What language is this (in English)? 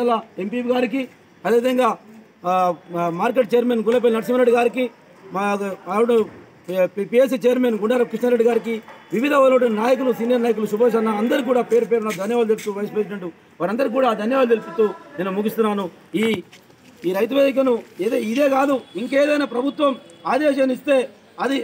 Telugu